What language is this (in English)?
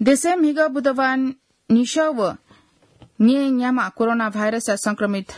Newari